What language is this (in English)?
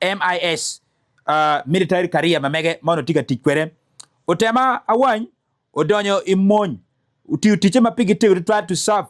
Acoli